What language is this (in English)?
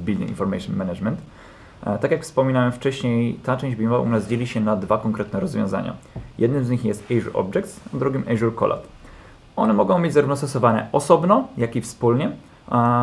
Polish